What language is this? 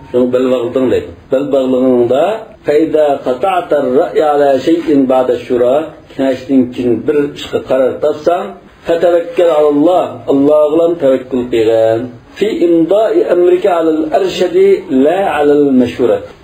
Uyghur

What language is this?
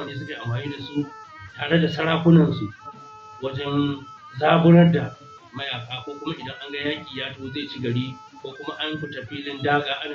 Hausa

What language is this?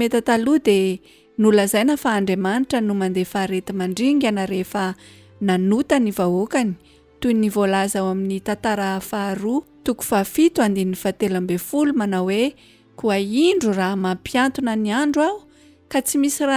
Malagasy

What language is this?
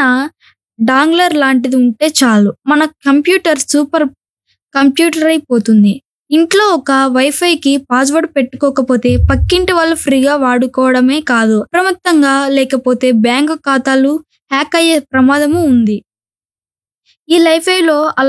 Telugu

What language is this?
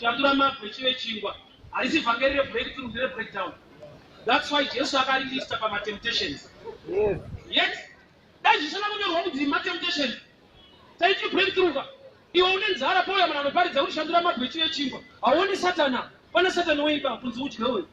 Shona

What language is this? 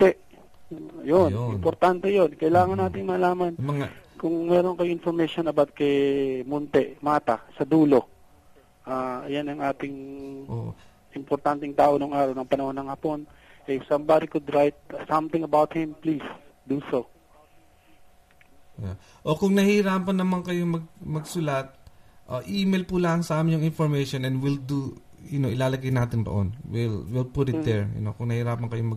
Filipino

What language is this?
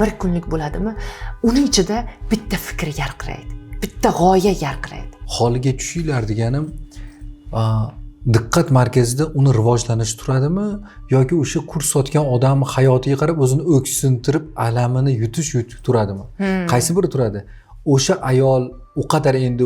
Uzbek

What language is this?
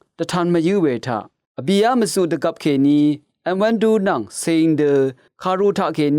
Rawang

